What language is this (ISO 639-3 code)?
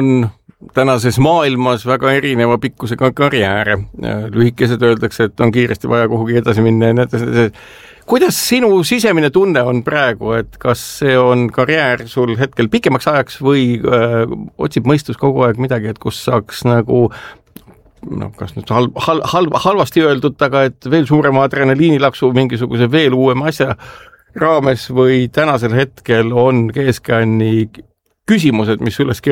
est